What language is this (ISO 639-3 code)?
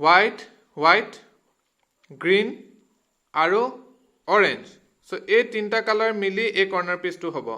asm